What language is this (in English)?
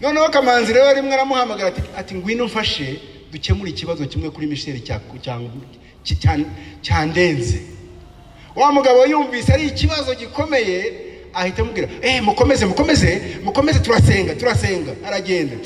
Kinyarwanda